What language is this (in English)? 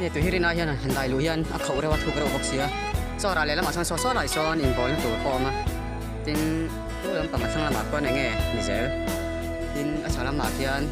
Mizo